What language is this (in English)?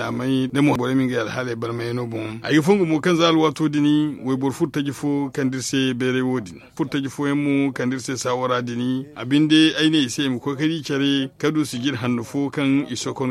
Zarma